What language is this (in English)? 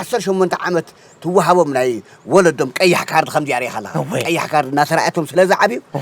Tigrinya